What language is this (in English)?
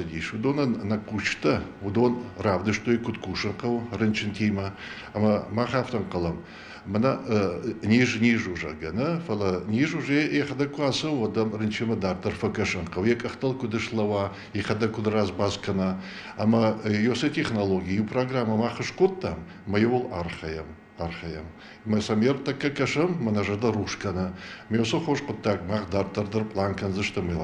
Ossetic